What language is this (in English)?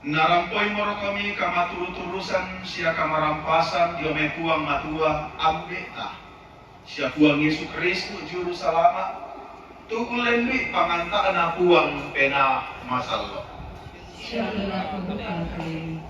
Toraja-Sa'dan